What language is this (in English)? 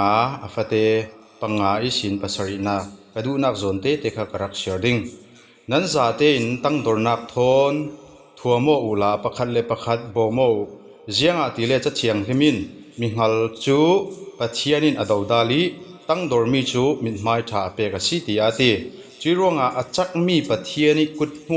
Falam Chin